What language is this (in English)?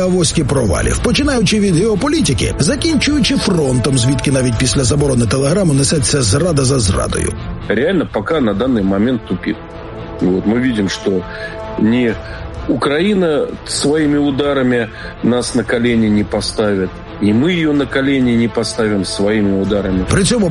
Ukrainian